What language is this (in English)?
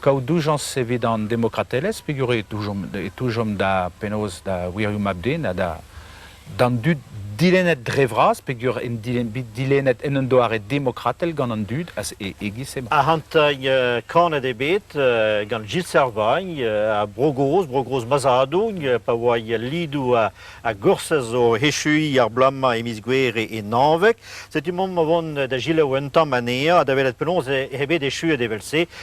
Breton